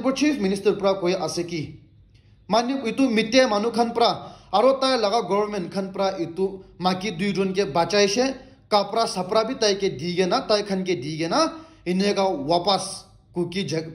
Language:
Naga Pidgin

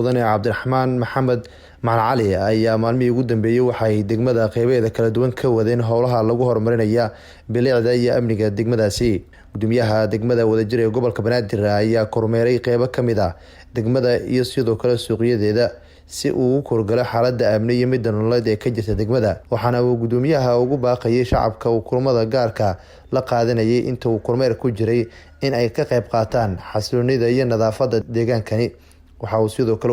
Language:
Somali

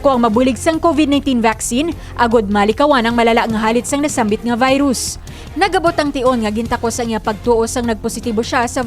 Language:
Hiligaynon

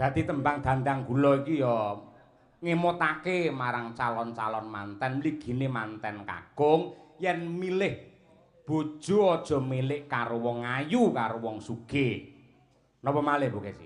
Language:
Javanese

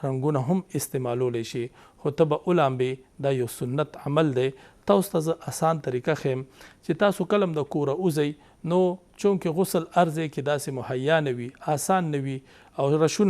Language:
Pashto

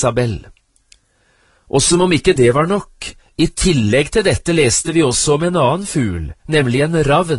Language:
Norwegian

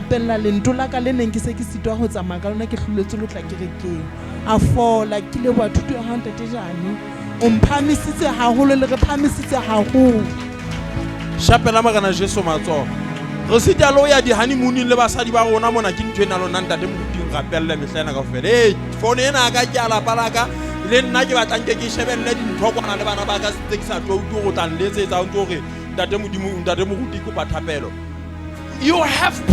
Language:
Southern Sotho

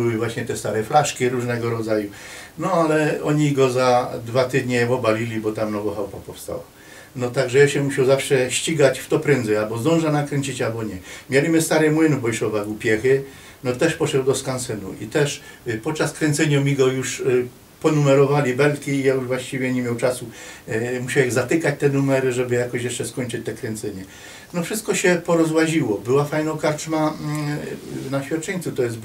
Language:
Silesian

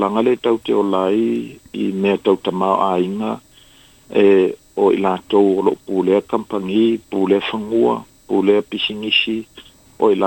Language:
Samoan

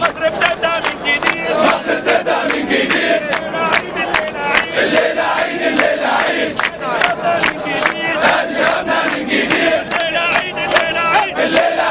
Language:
Egyptian Arabic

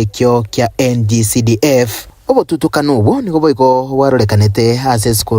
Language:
Gusii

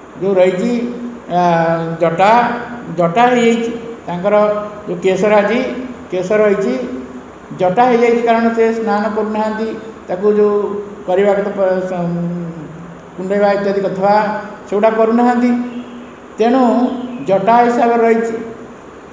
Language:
Odia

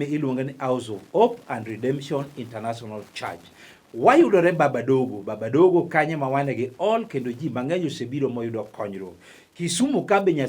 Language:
Luo (Kenya and Tanzania)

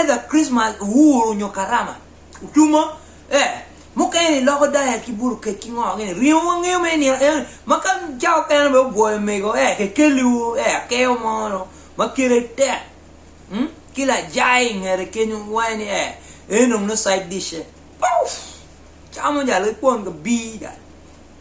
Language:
Acoli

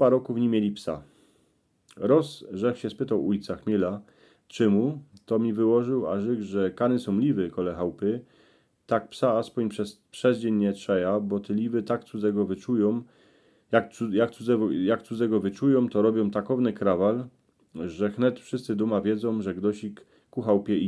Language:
Silesian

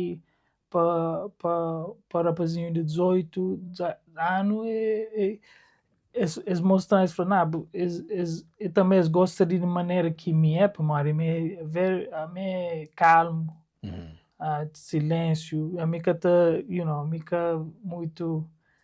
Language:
Kabuverdianu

